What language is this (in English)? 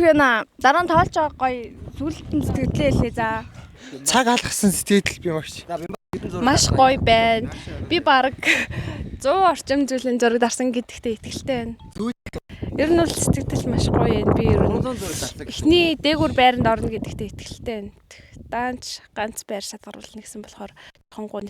Mongolian